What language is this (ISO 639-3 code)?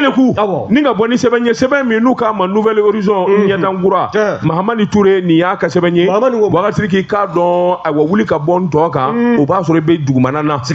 bam